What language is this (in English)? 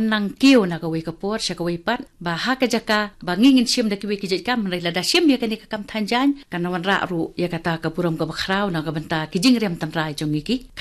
Khasi